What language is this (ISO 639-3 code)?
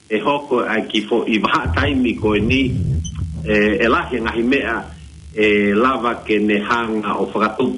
ton